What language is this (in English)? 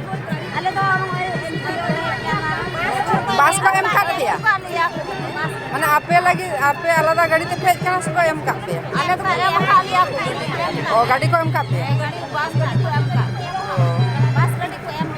Santali